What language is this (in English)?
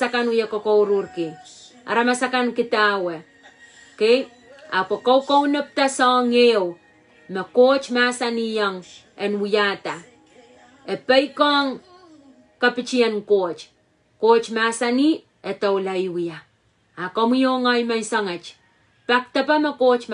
Pohnpeian